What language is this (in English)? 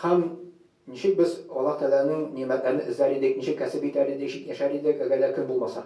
Tatar